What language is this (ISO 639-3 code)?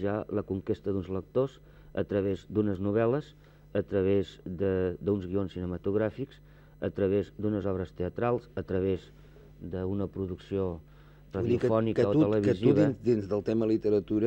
cat